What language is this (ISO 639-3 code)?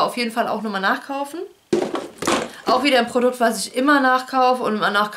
deu